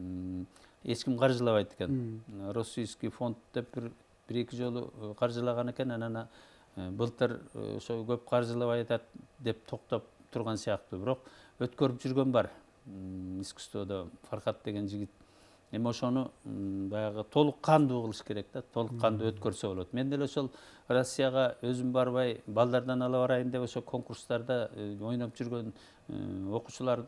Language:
Kyrgyz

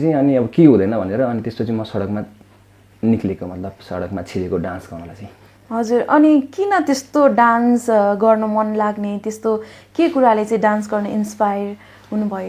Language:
Nepali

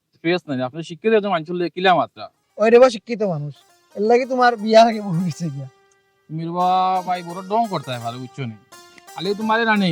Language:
Sylheti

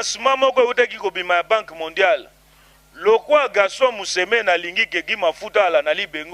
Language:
Lingala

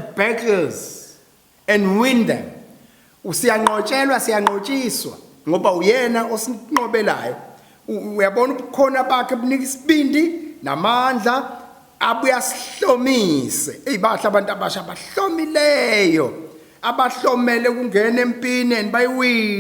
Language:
Zulu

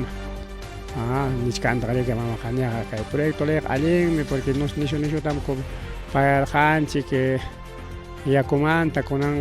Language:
Ayacucho Quechua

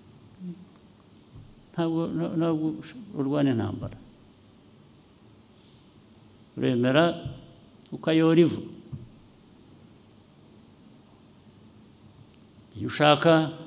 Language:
Kinyarwanda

